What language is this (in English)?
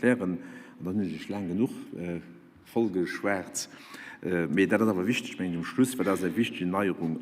Luxembourgish